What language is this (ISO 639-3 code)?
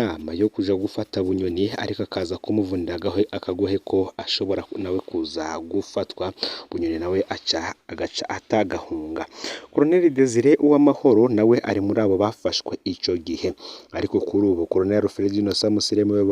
run